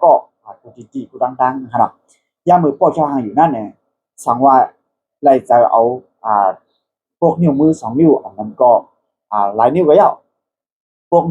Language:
Shan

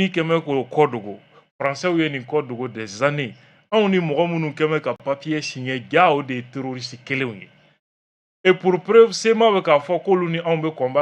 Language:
Bambara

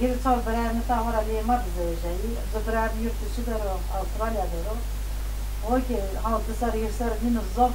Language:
Zaza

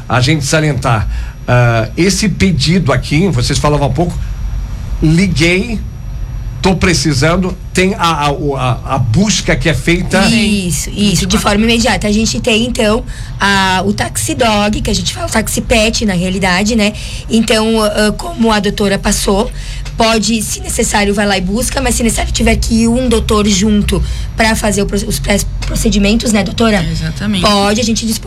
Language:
Portuguese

